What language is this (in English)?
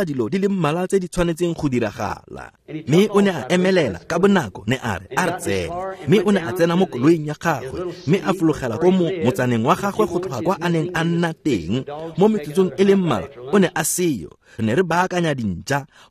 Tswana